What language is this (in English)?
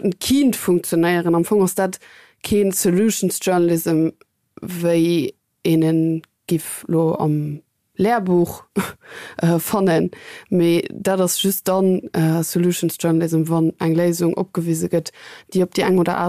Luxembourgish